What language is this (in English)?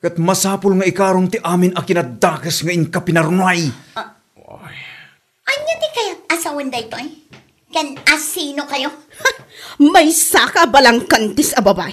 Iloko